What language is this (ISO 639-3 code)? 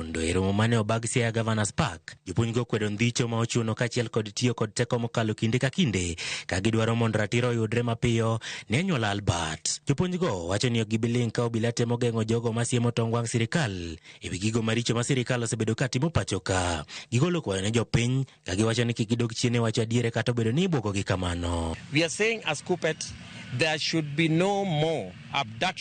luo